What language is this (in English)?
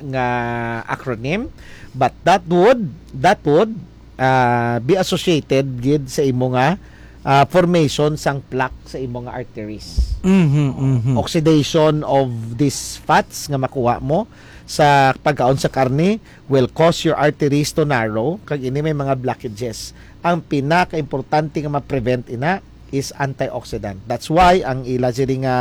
Hiligaynon